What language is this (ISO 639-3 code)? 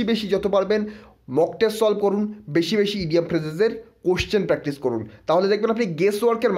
ben